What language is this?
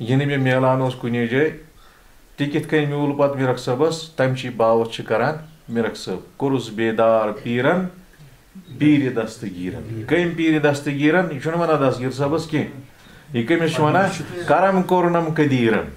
Kashmiri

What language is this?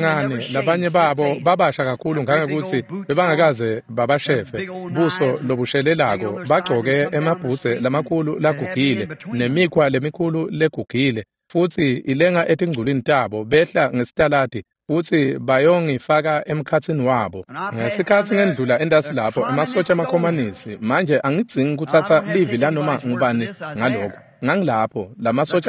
Swati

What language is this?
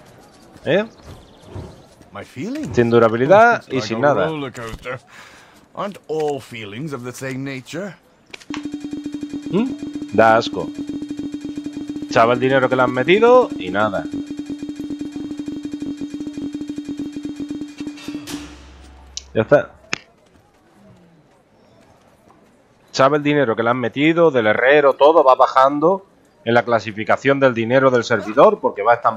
Spanish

